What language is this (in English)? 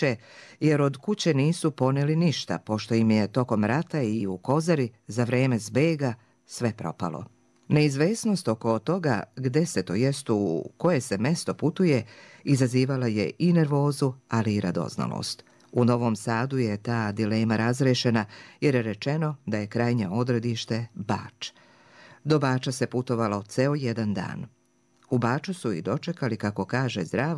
Serbian